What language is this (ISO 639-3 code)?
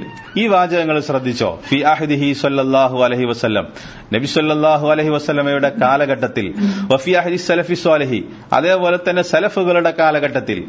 mal